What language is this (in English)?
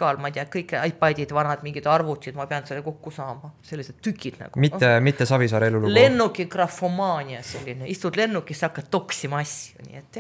Estonian